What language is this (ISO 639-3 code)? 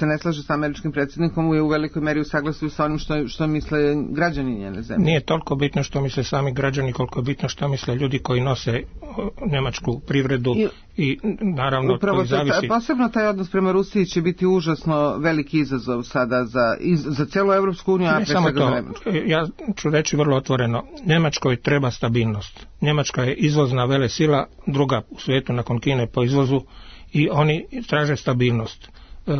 srp